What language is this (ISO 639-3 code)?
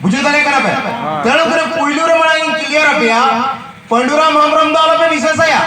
sat